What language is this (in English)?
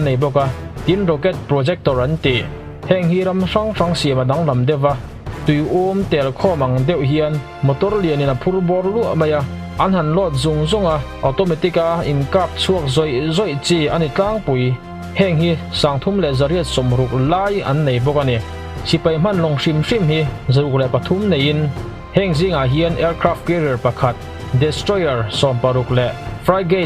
Mizo